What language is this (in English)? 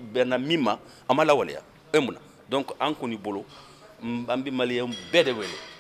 Bambara